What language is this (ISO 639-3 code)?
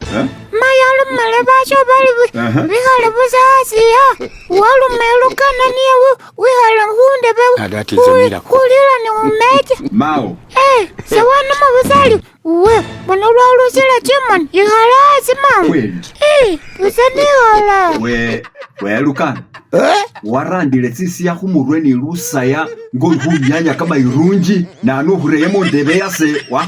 myx